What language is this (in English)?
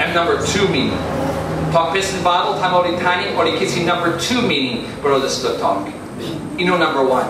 Tok Pisin